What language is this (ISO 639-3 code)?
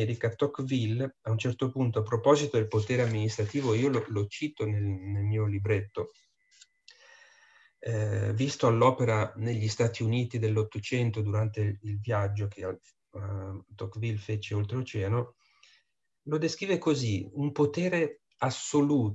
ita